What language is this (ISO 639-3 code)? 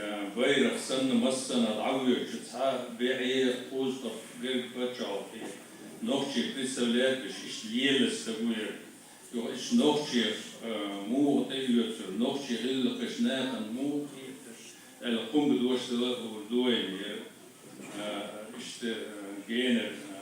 che